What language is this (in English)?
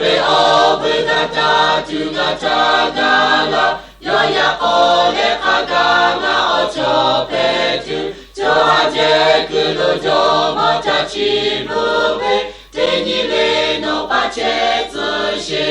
Lahu